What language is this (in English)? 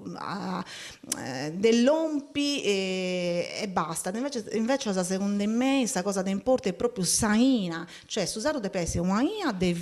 Sardinian